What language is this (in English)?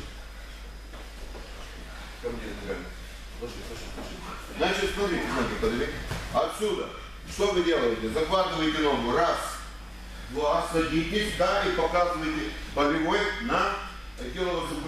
Russian